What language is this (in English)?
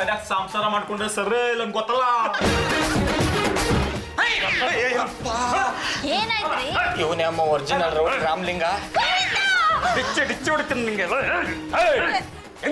Kannada